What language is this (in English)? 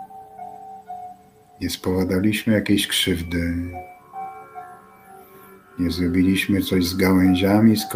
Polish